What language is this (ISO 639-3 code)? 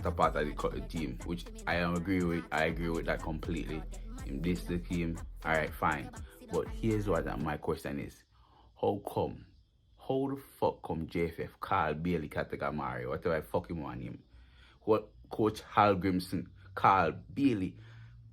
jam